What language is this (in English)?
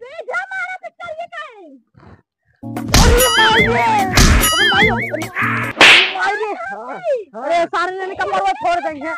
Awadhi